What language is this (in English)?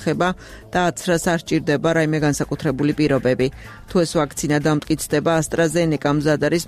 Georgian